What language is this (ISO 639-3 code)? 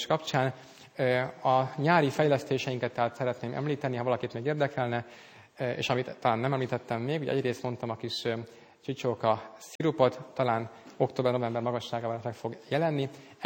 hun